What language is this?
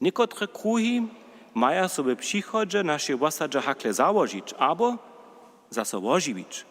Upper Sorbian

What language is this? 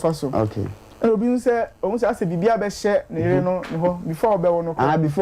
Akan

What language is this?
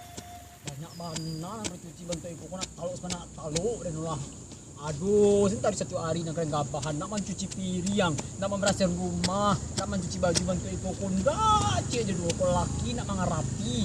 Minangkabau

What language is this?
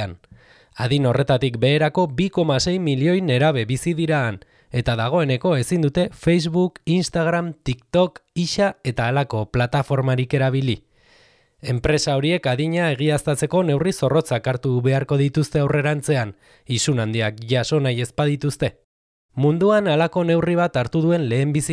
Basque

